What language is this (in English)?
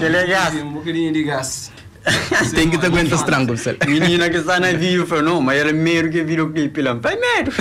Kabuverdianu